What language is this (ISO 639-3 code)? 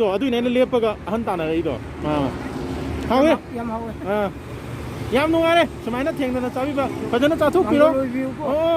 mni